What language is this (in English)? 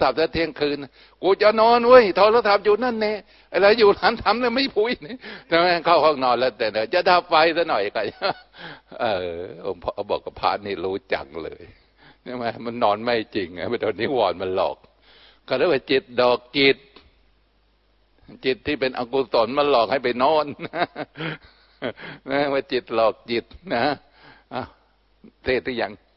Thai